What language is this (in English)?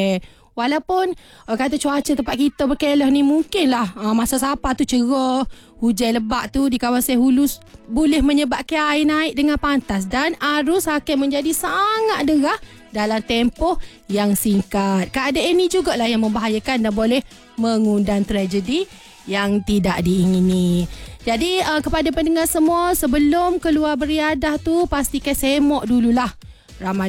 Malay